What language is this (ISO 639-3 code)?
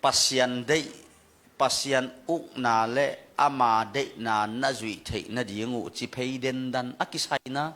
ctd